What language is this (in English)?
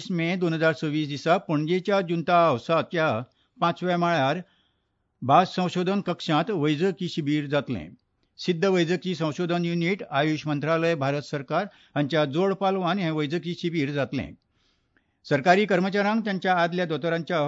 Konkani